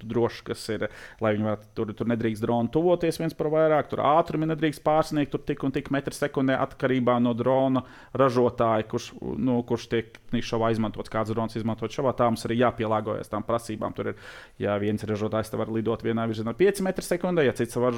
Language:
Latvian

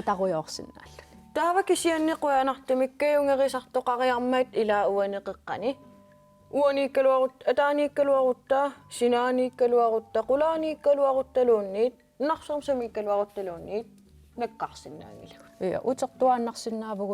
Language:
Kalaallisut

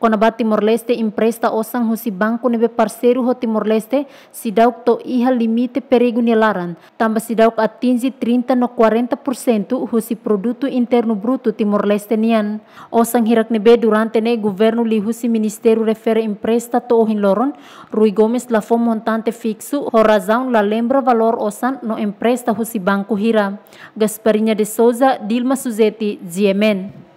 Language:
Tetum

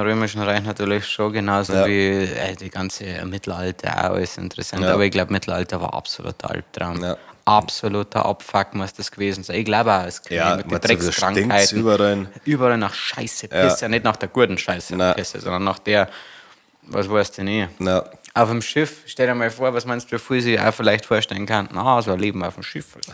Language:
Bavarian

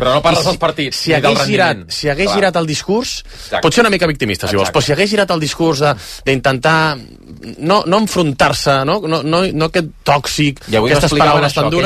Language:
Catalan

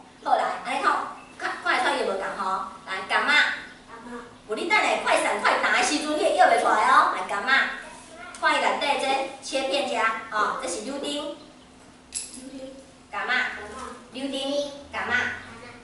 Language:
Min Nan Chinese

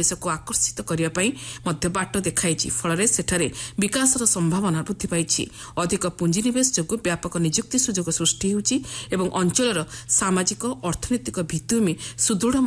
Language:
Odia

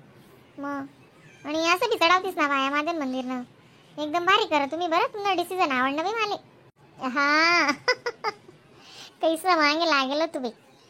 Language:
Khandesi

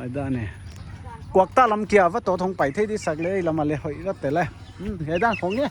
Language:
Paite Chin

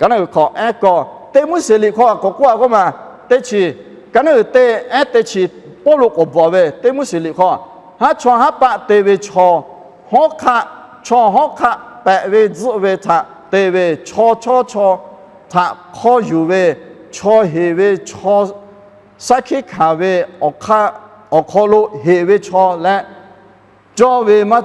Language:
Lahu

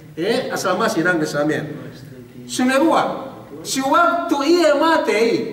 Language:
Yakan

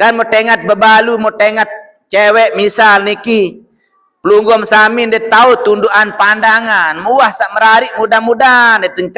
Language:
Sasak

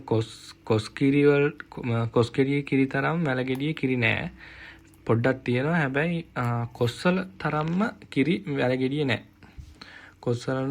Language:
Sinhala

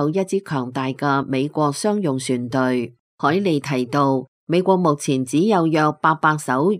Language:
Cantonese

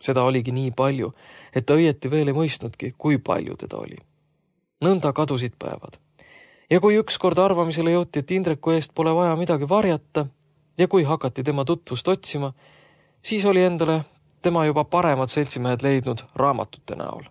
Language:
Estonian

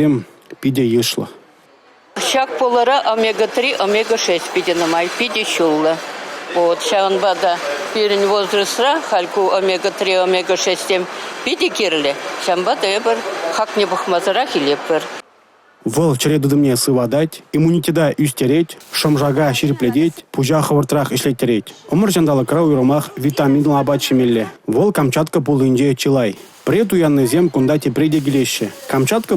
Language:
Chuvash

